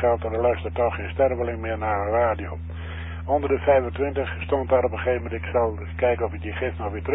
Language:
Dutch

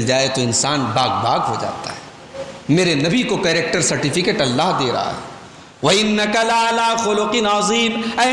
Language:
Urdu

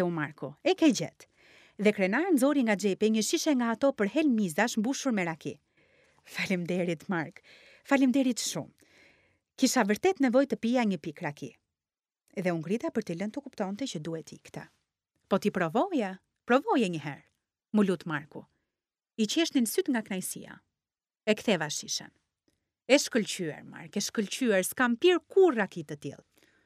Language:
Albanian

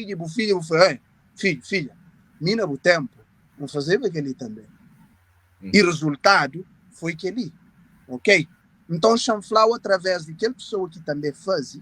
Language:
Kabuverdianu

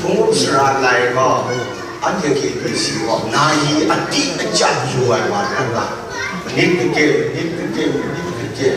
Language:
Kachin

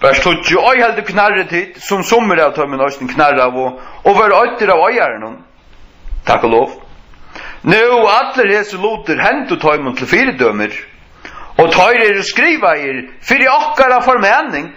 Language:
Faroese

